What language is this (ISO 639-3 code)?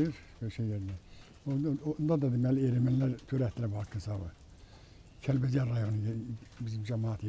aze